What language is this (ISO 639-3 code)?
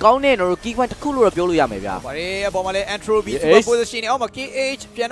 mya